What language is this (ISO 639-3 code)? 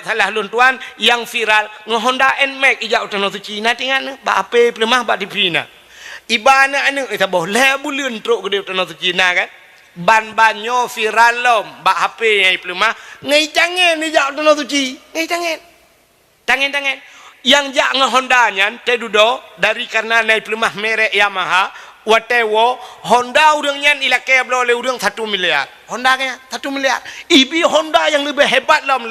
ace